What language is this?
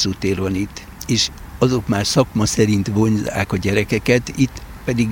Hungarian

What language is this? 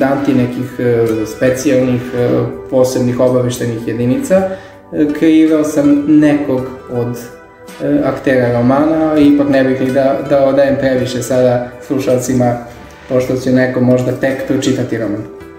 Serbian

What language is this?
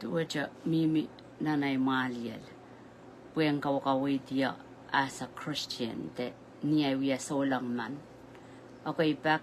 Pohnpeian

